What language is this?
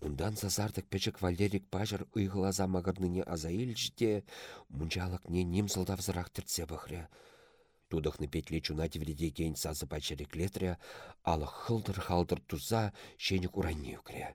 Chuvash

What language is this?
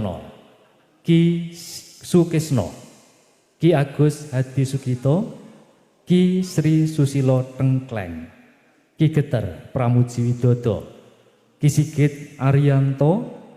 Javanese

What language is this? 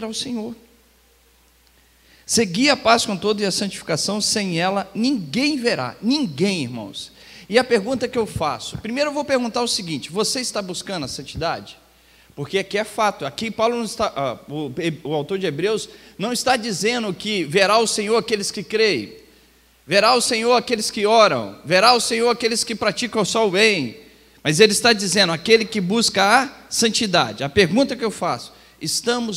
Portuguese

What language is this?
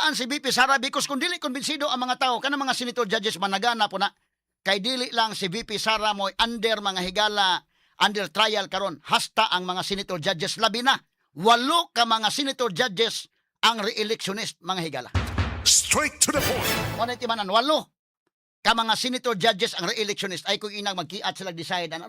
Cebuano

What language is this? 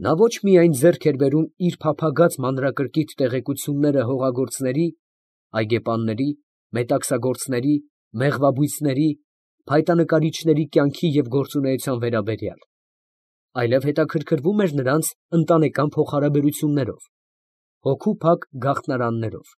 Armenian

